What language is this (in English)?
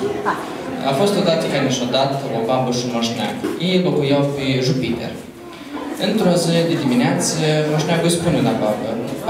Romanian